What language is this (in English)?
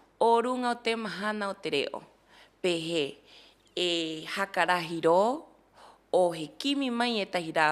Rapanui